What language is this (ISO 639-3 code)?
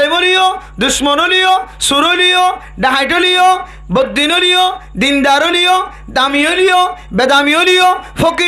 rhg